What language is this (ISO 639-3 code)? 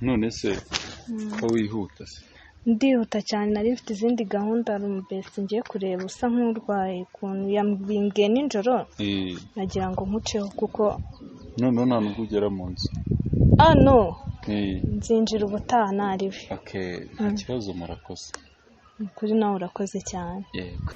kin